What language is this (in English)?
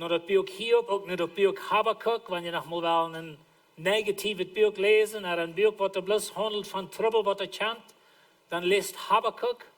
Plautdietsch